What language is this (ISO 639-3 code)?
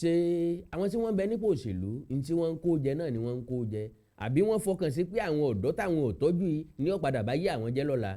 yor